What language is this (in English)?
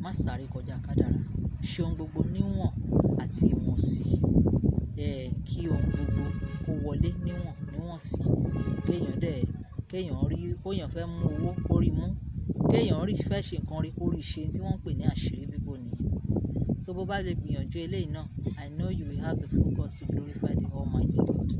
Yoruba